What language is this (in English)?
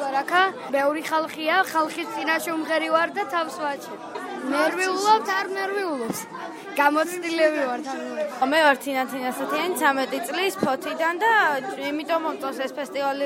Georgian